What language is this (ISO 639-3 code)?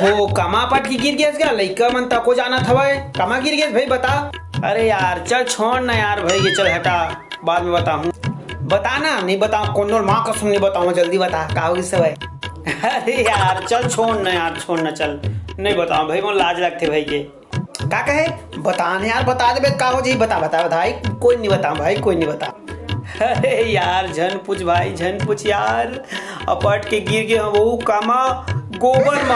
hne